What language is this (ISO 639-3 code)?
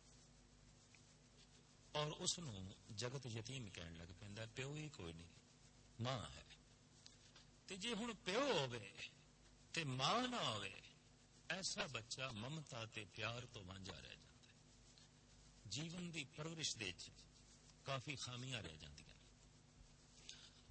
pan